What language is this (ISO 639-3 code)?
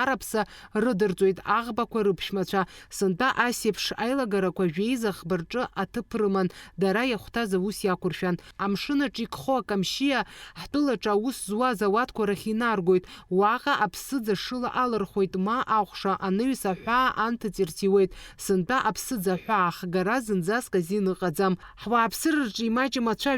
abk